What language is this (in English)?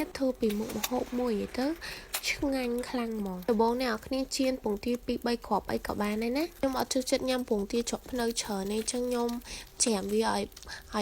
Khmer